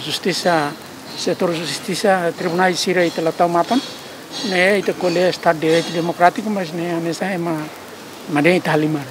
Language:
Tetum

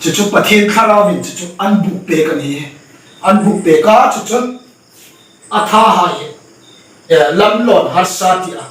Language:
Hmar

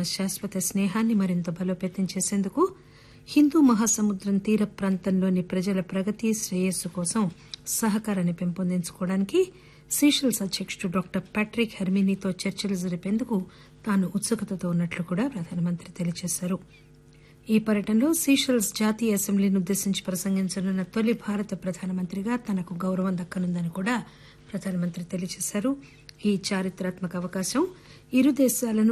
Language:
Telugu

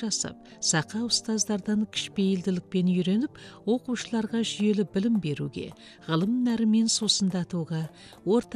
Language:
Kazakh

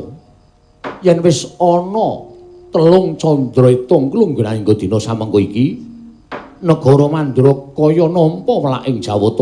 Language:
Javanese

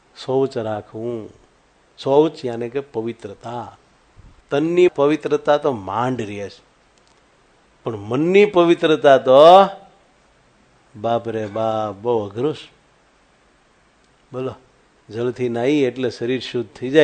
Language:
Gujarati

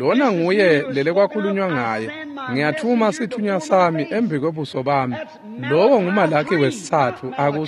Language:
Swati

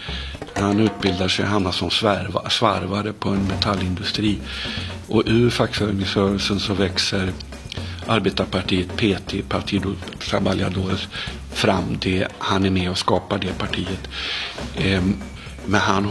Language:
Swedish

